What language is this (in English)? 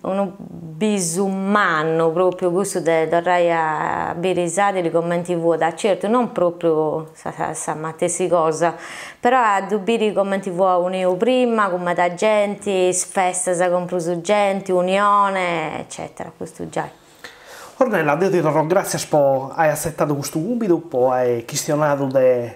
Sardinian